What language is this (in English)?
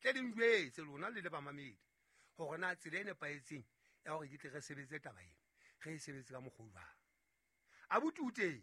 Southern Sotho